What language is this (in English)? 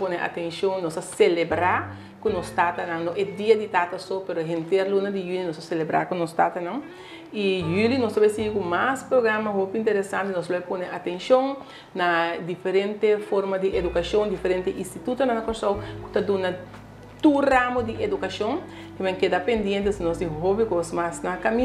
Papiamento